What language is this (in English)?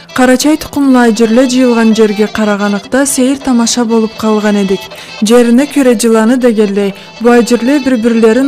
Karachay-Balkar